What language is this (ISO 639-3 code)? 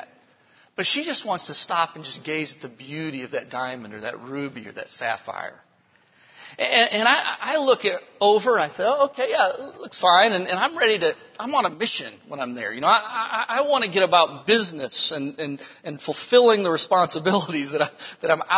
eng